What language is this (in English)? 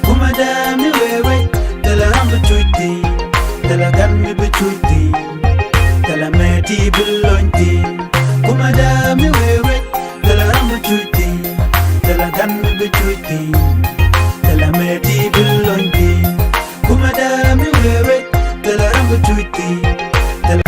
Nuer